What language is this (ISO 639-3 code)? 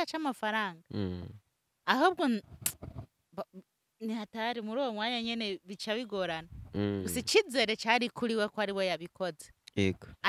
run